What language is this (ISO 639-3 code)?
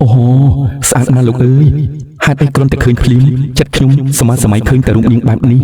khm